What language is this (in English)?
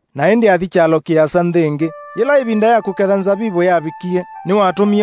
Kamba